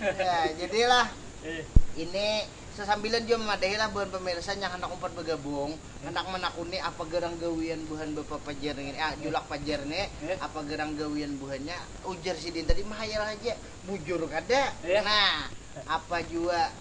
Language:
Banjar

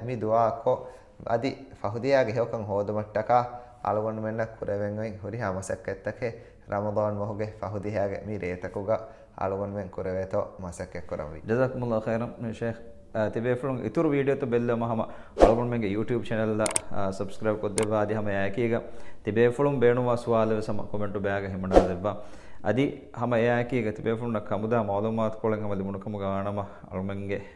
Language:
Divehi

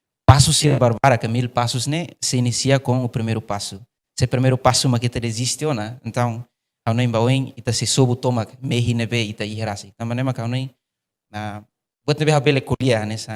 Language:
Tetum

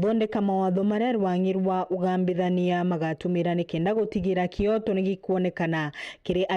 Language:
Meru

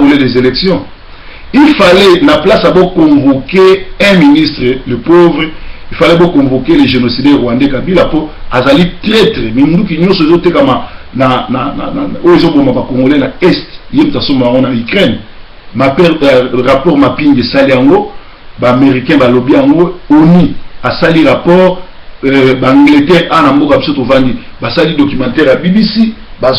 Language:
Lingala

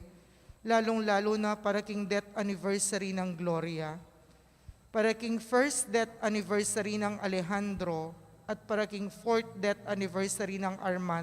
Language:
Pampanga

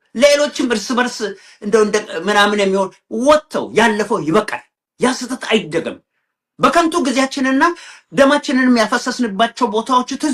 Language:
Amharic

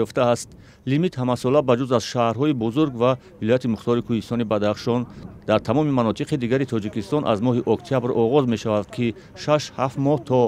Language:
Tajik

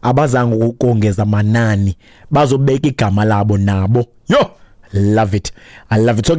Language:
Xhosa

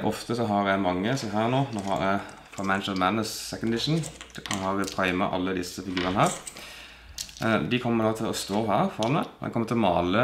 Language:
Norwegian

